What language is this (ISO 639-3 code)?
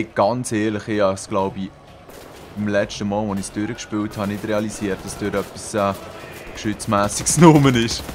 gsw